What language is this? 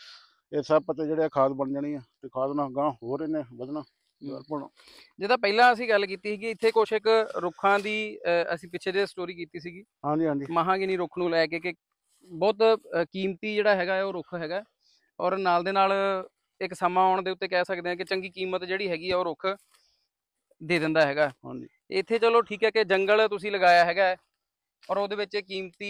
Punjabi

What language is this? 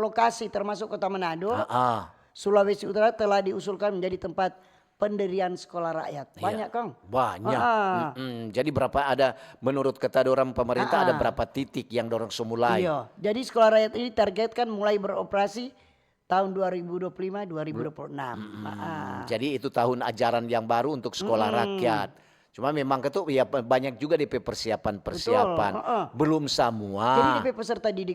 Manado Malay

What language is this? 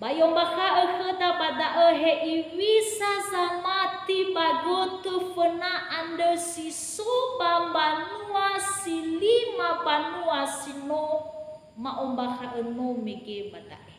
Nias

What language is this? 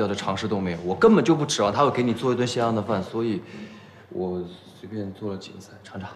Chinese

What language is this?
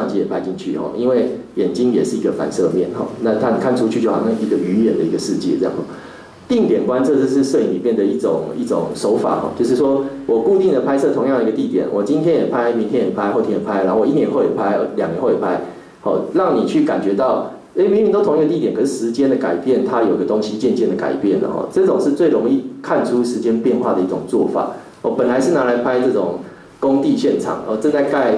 Chinese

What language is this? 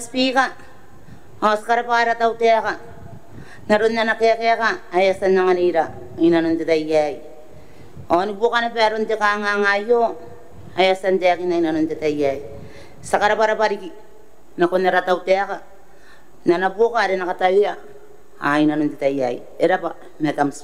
Gilbertese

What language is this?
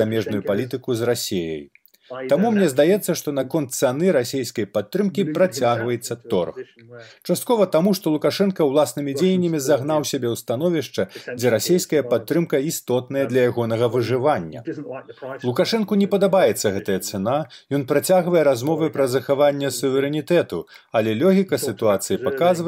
Belarusian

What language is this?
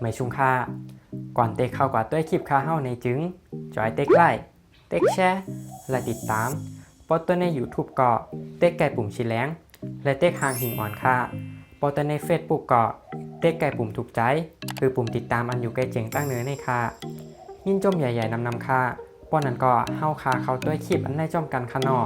Shan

